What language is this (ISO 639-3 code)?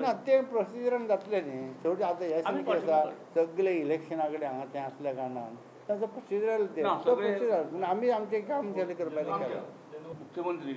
kok